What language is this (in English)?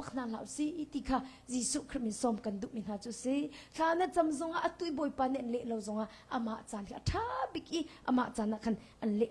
Hakha Chin